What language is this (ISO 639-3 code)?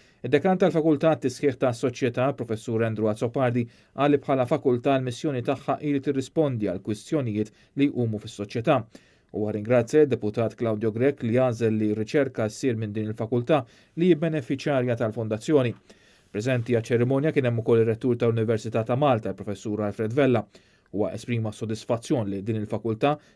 mlt